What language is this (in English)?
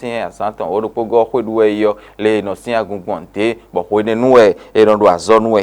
Fon